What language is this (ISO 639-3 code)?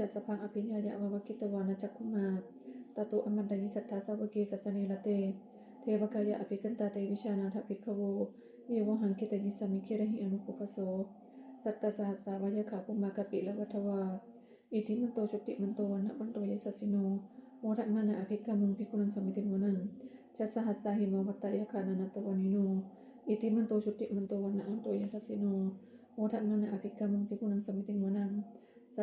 pli